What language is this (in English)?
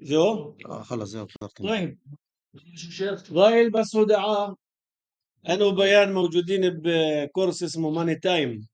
North Levantine Arabic